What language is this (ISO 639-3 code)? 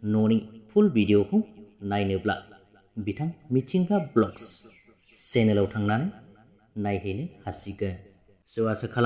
brx